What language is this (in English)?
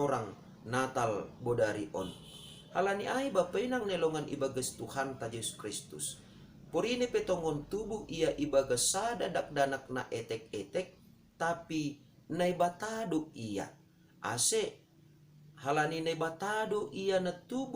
Batak Simalungun